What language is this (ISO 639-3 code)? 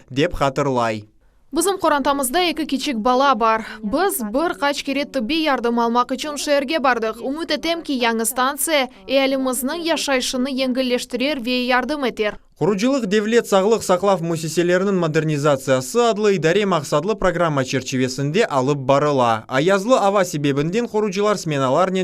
crh